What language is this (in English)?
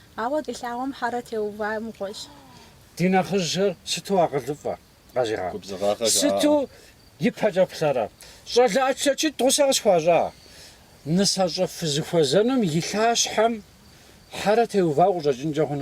Kabardian